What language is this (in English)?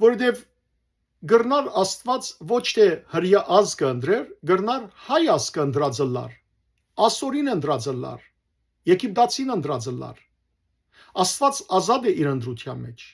Western Armenian